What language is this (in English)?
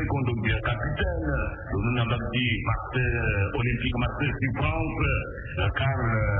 Sango